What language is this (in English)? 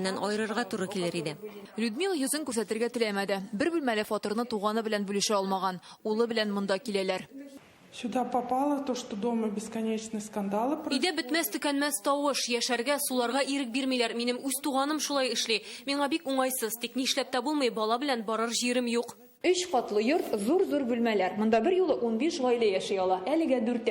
Tatar